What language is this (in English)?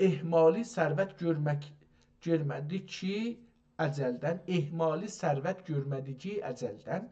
South Azerbaijani